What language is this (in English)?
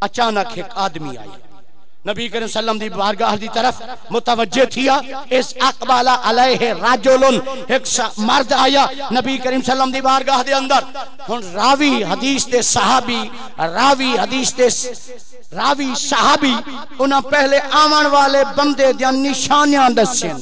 Saraiki